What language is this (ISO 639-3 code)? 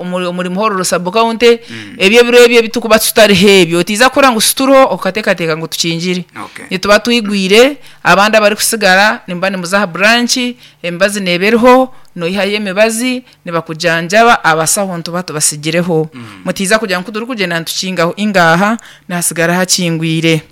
nyn